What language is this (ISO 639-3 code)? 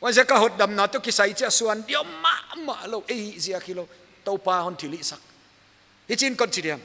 pck